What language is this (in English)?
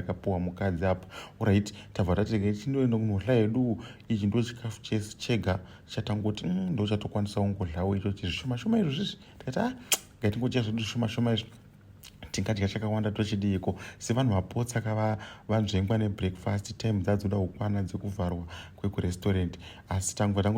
Shona